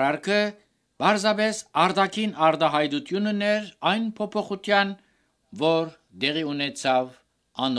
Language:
Armenian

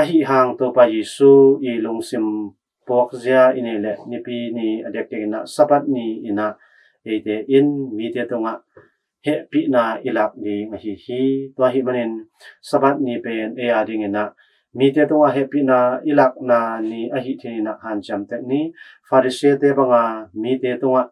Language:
Tedim Chin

